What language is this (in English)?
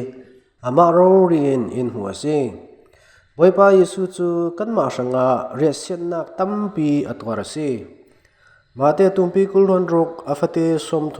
Falam Chin